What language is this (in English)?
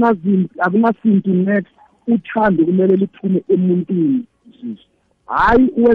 South Ndebele